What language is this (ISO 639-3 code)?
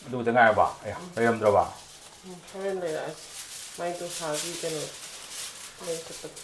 mni